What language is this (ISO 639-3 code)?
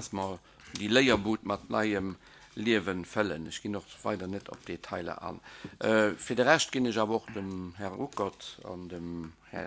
ltz